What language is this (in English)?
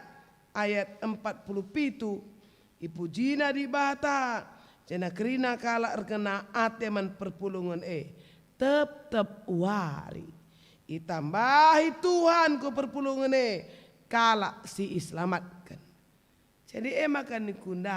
Batak Karo